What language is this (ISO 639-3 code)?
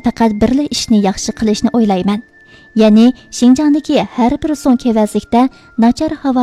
uig